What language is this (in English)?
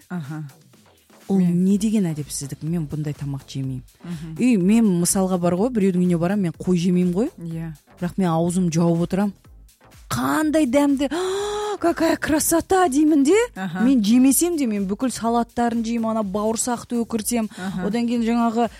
Kazakh